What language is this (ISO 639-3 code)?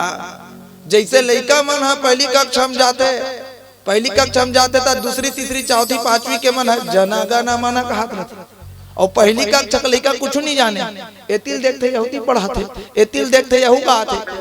hne